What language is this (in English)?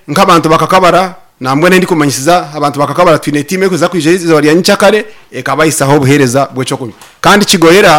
Nyankole